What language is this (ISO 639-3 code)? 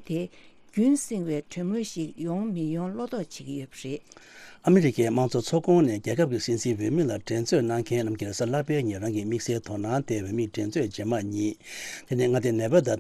bod